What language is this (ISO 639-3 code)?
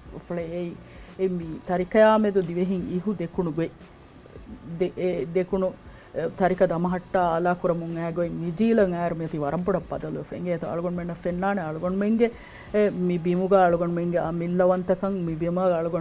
div